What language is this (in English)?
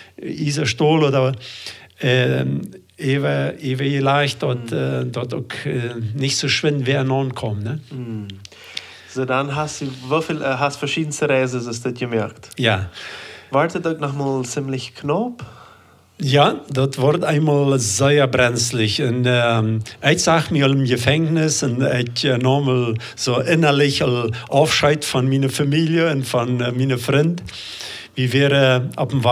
Plautdietsch